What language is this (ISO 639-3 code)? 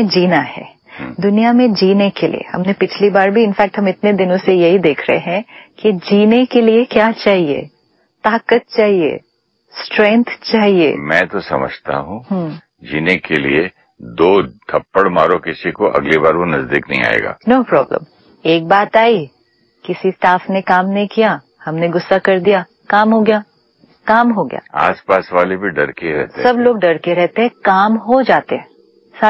hin